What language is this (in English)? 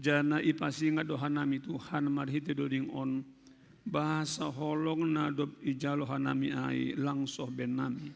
Batak Simalungun